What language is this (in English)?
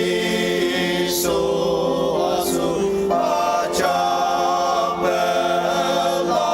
Ao Naga